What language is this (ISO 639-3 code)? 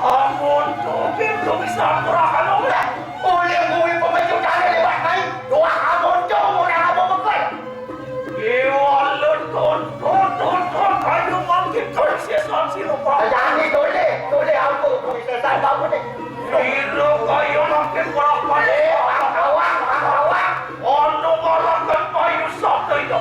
ban